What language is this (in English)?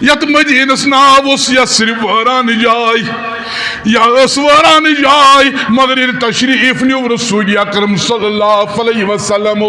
Kashmiri